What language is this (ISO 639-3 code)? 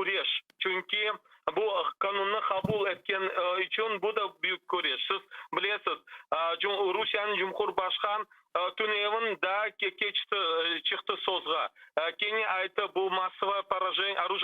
crh